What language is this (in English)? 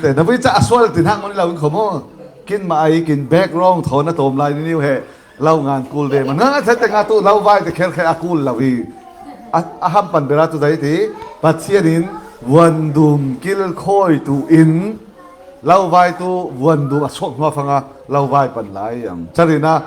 Falam Chin